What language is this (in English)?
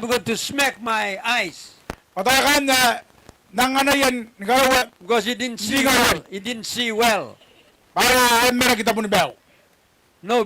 Gilbertese